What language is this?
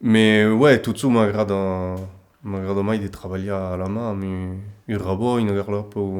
Occitan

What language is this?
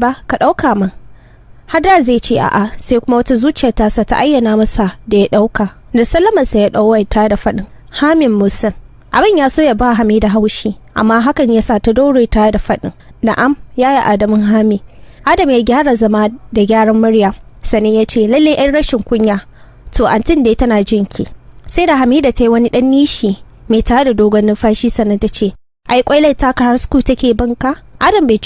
Hausa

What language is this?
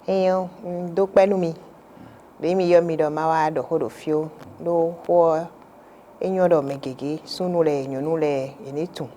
Fon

